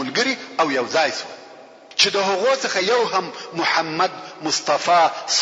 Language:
Pashto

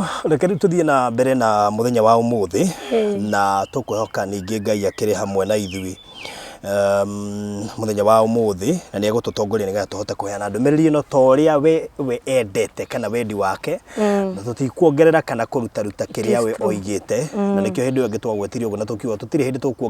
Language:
Kikuyu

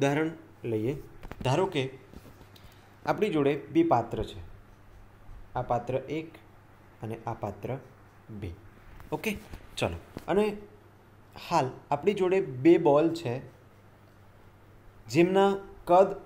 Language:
Gujarati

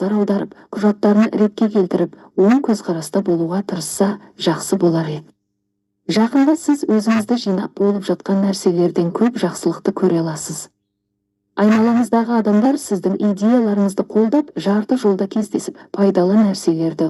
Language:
Kazakh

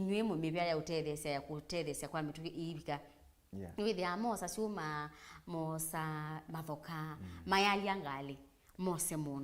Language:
Kamba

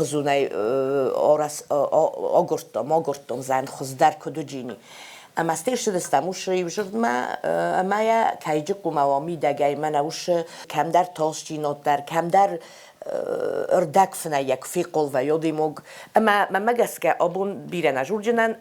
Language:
Ossetic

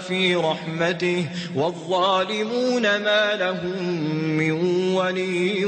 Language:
Maranao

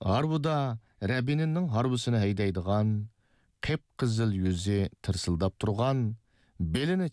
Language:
Uyghur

